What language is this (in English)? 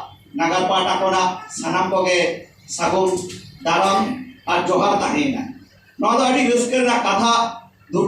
Santali